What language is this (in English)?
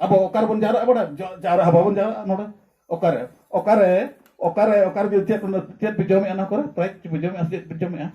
Santali